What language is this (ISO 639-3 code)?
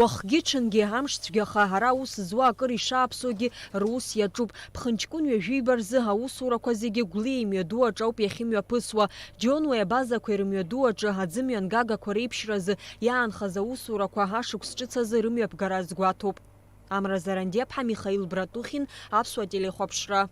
abk